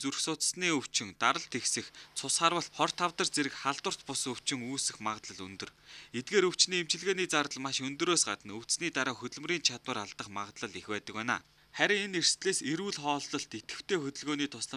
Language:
Mongolian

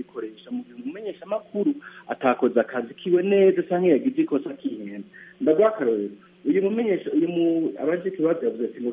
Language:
Kinyarwanda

